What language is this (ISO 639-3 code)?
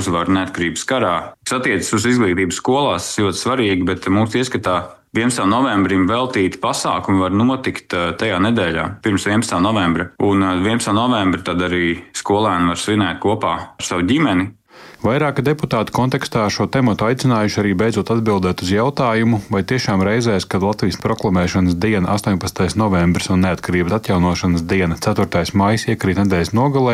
lav